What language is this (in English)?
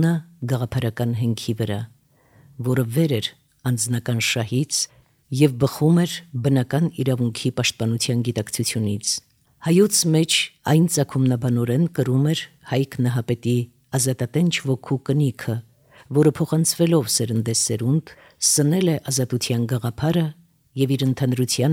Armenian